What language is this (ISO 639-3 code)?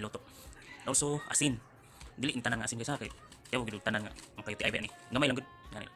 ceb